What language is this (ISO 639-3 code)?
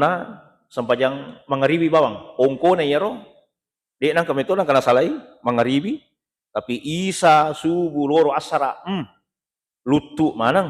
bug